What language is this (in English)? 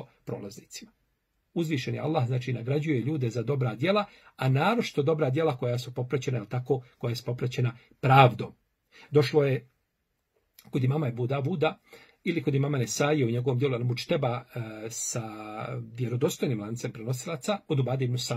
Bosnian